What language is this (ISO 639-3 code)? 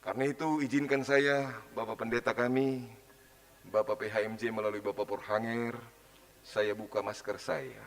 bts